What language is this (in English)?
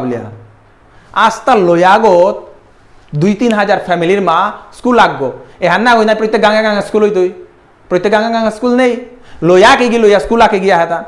Bishnupriya